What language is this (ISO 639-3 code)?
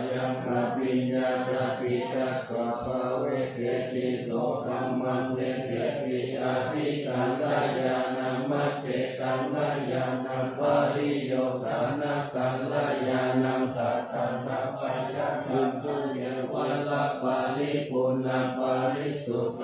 pli